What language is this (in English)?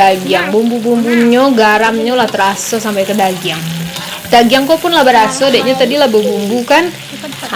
Minangkabau